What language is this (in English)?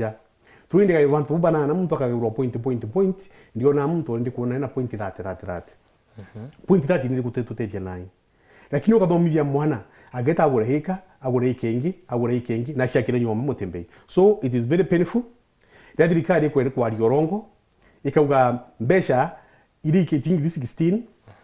Meru